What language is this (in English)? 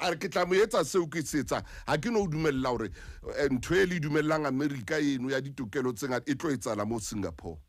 Southern Sotho